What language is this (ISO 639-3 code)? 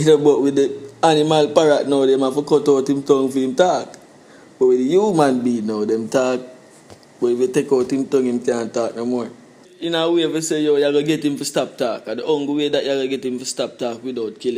jam